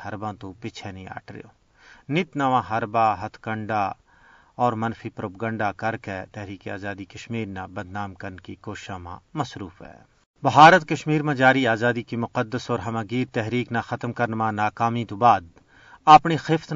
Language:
Gujari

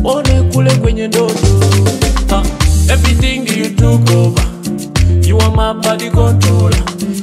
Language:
Nyoro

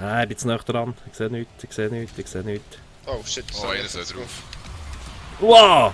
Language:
Swiss German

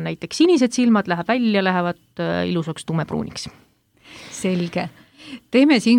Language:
Estonian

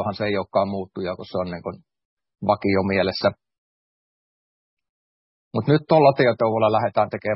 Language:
Finnish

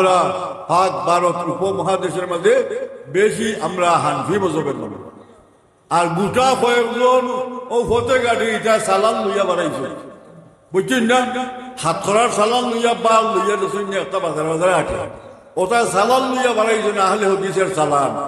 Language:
Sylheti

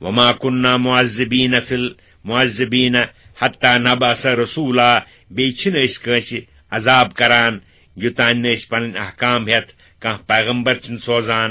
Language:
Kashmiri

